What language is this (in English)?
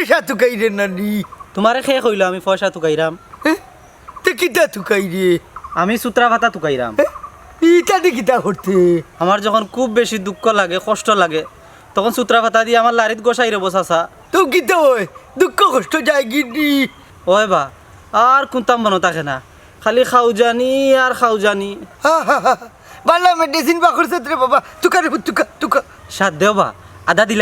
Sylheti